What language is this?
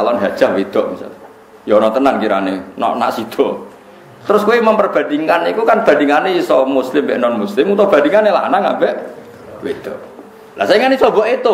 Javanese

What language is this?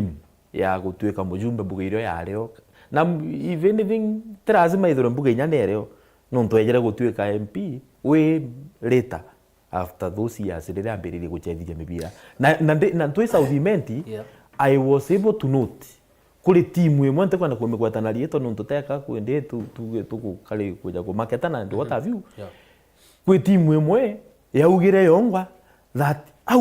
Meru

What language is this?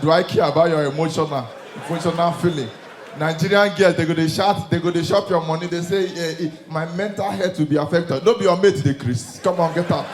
Nigerian Pidgin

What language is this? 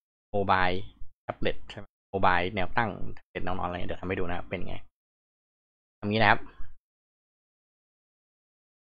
Thai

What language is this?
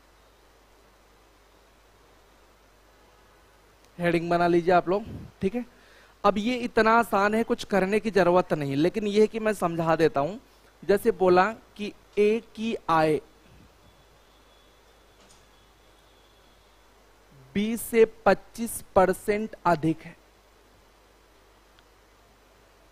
Hindi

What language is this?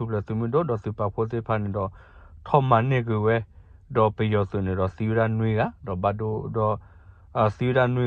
S'gaw Karen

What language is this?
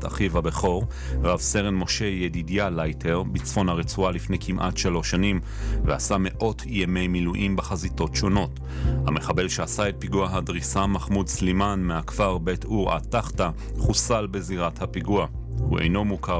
Hebrew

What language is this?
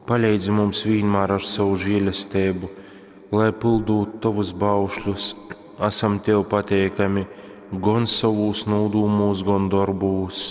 Latgalian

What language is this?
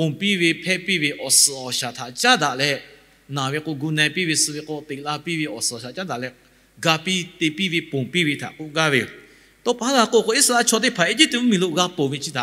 Lahu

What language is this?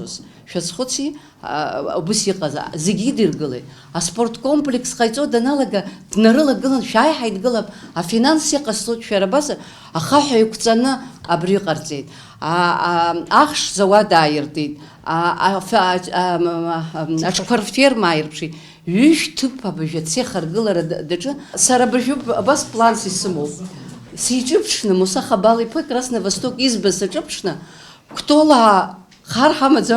Abkhazian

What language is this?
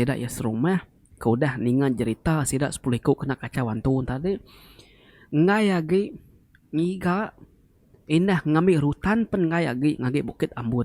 Iban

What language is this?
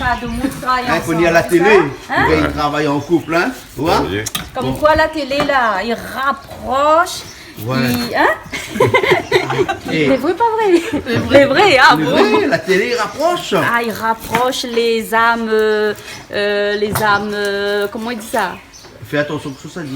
Réunion Creole French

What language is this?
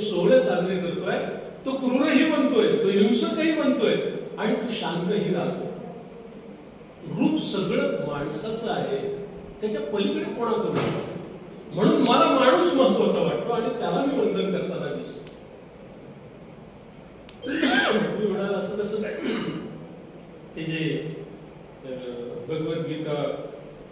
Marathi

